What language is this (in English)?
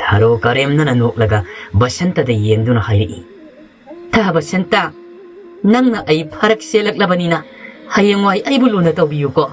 Manipuri